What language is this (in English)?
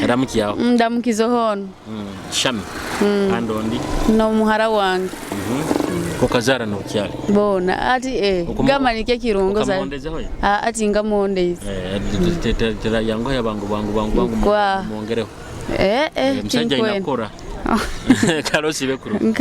Nyoro